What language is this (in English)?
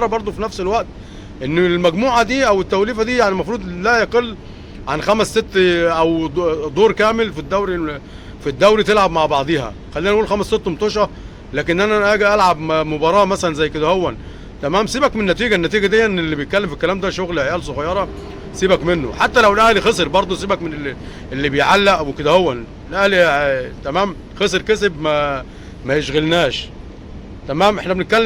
Egyptian Arabic